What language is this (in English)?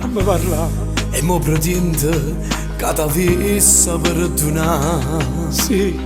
Neapolitan